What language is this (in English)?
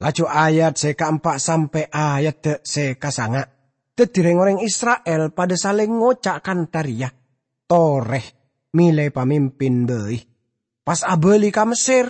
Madurese